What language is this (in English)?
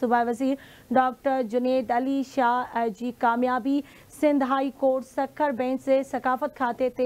Sindhi